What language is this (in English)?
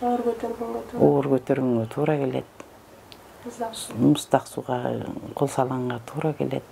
Kyrgyz